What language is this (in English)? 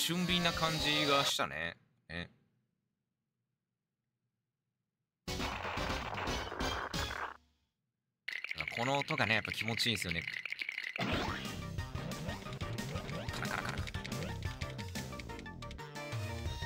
Japanese